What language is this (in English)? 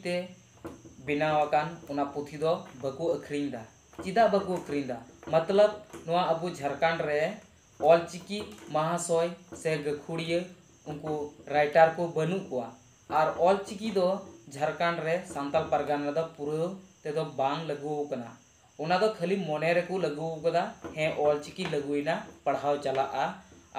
Santali